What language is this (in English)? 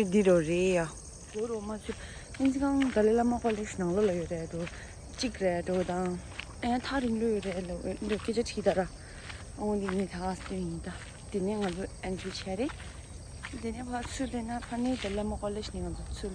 Tibetan